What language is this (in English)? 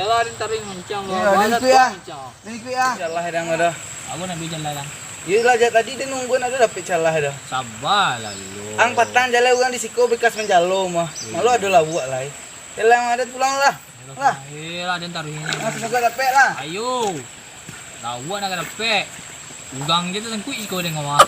Minangkabau